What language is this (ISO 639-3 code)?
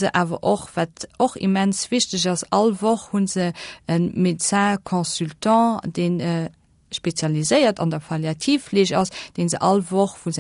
ltz